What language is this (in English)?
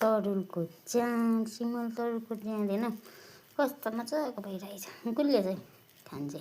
Nepali